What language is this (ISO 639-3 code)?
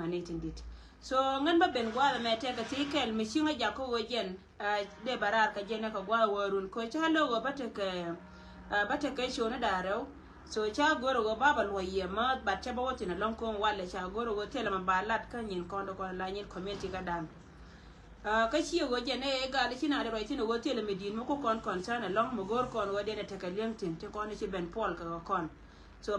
nus